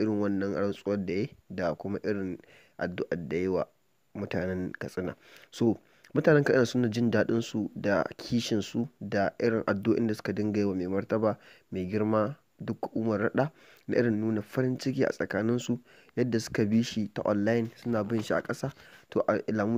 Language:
Hausa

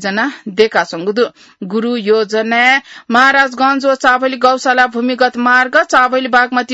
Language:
Newari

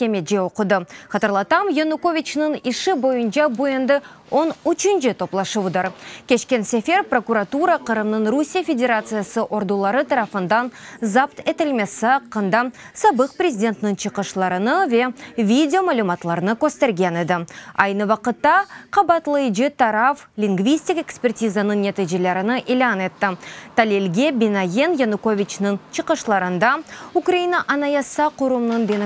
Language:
Crimean Tatar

